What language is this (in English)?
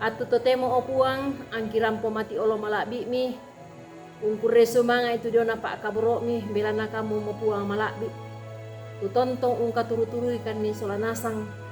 Toraja-Sa'dan